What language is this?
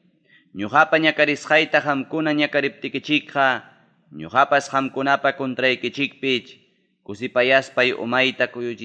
Ayacucho Quechua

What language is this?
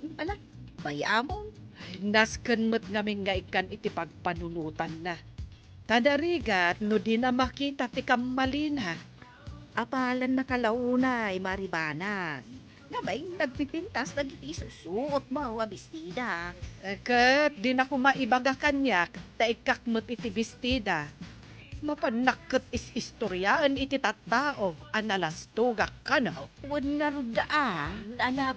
Iloko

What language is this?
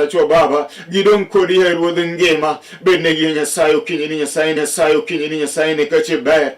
Luo (Kenya and Tanzania)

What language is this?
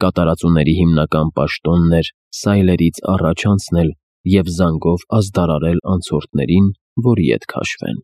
Armenian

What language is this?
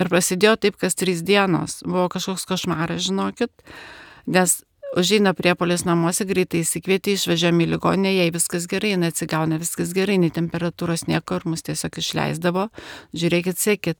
Lithuanian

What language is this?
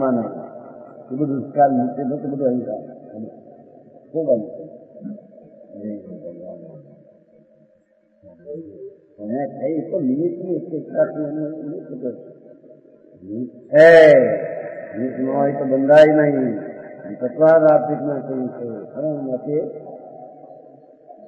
Gujarati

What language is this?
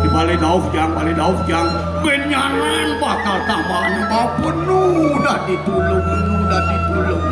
Balinese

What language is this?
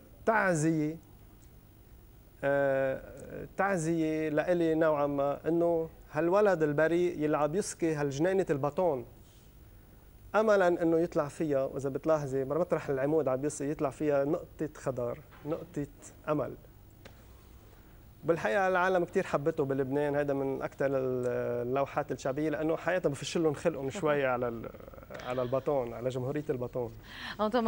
North Levantine Arabic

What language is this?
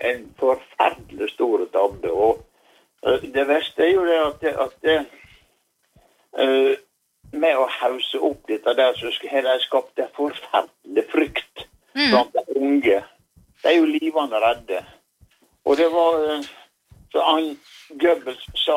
Norwegian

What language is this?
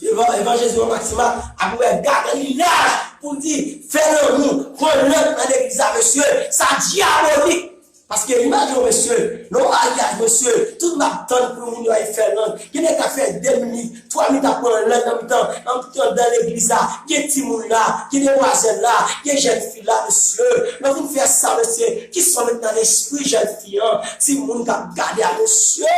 Haitian Creole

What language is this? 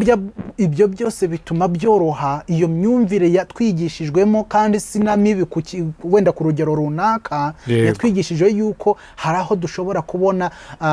Kinyarwanda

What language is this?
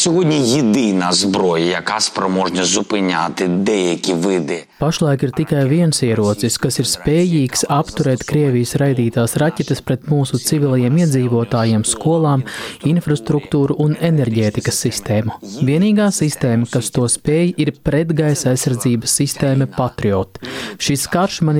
Latvian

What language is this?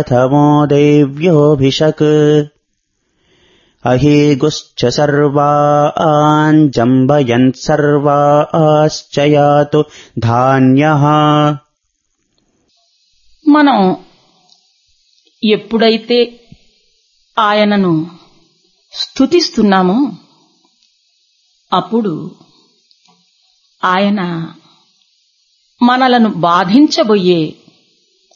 Telugu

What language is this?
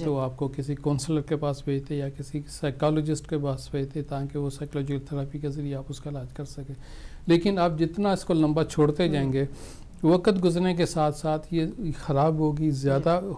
Urdu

